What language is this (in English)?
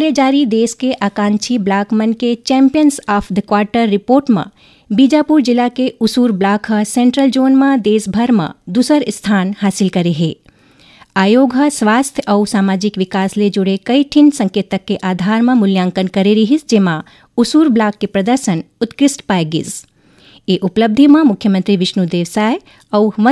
Chhattisgarhi